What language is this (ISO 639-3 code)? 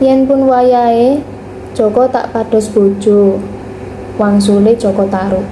jav